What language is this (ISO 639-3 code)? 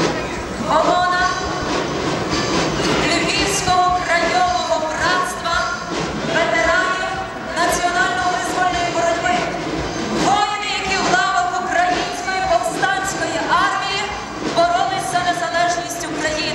ukr